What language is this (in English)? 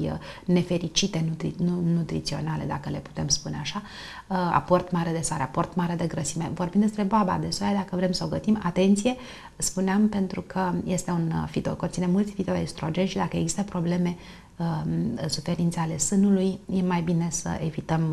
Romanian